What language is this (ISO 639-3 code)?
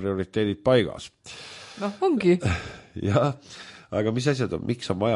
est